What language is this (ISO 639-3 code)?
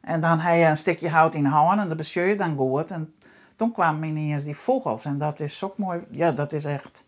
fry